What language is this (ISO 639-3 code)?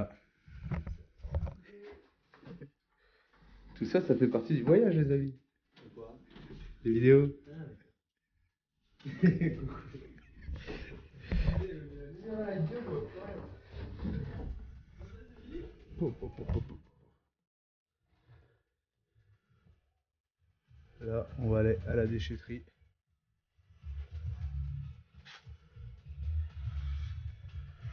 fra